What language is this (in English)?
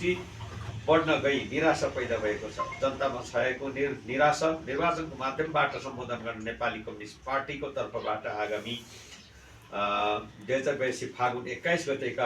Nepali